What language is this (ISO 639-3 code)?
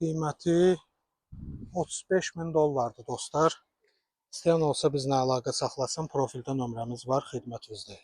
aze